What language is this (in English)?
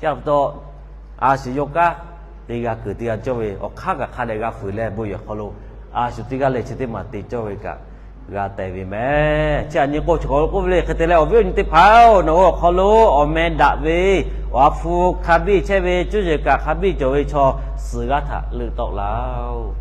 Lahu